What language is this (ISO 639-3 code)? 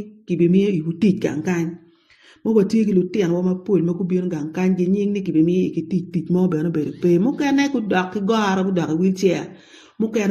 ach